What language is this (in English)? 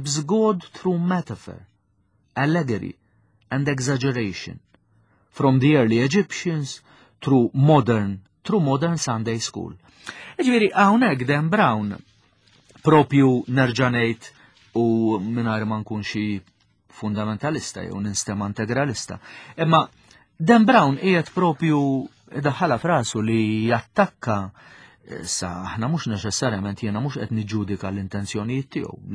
Maltese